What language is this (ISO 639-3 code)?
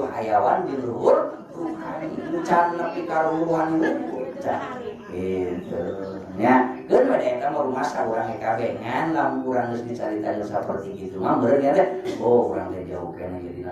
sun